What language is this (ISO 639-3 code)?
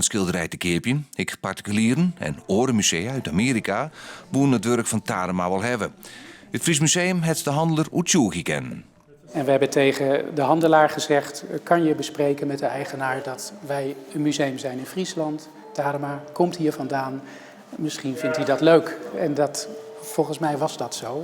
fry